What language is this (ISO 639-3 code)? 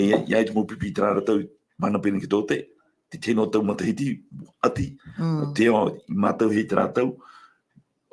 tah